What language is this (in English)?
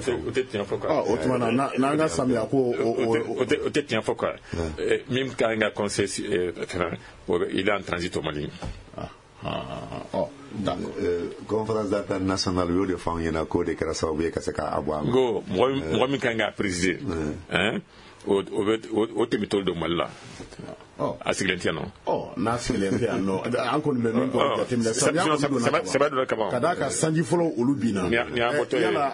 Bambara